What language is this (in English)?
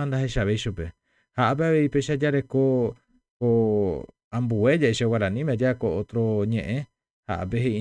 Guarani